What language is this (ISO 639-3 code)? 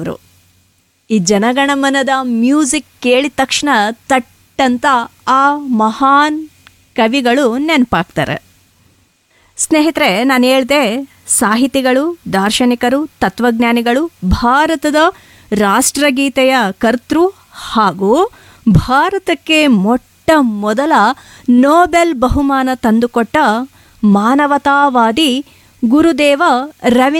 kan